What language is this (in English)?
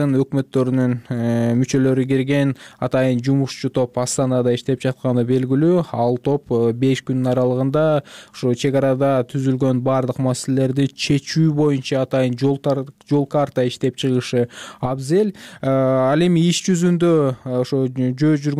Kyrgyz